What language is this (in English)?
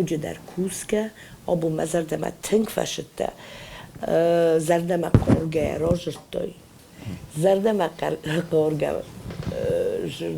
Ossetic